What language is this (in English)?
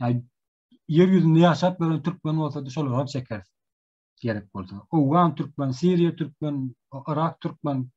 Turkmen